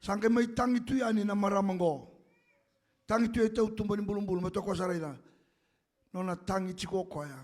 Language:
Fijian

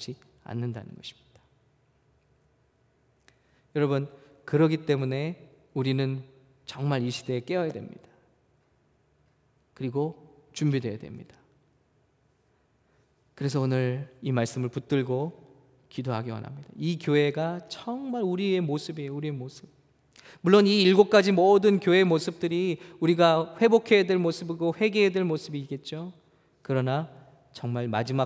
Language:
Korean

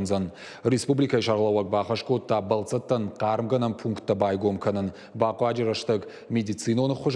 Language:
Ossetic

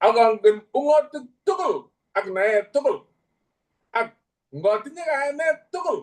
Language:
Kalenjin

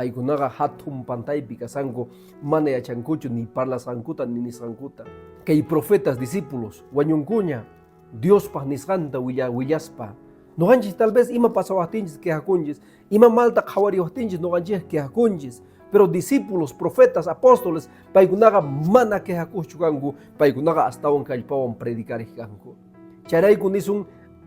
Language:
Quechua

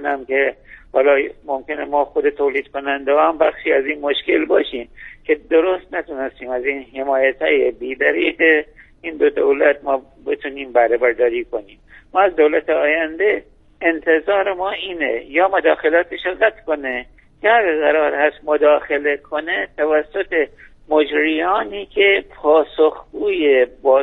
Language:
Persian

